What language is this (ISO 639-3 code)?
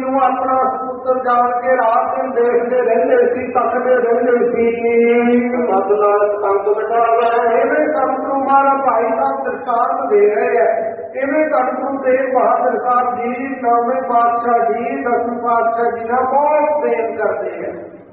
pan